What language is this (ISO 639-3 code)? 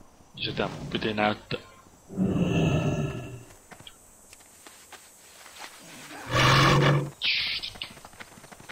fin